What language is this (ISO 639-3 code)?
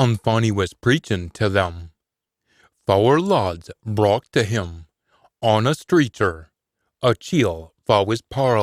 sco